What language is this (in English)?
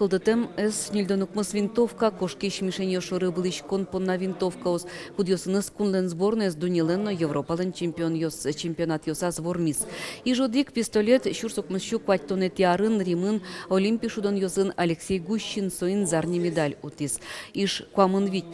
Udmurt